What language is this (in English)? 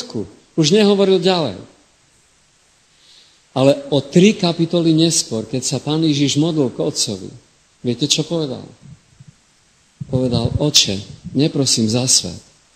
Slovak